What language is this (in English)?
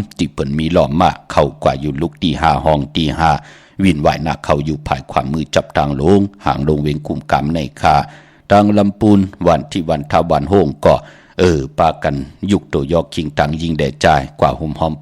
Shan